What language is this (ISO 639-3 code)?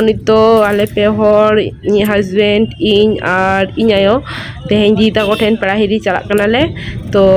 sat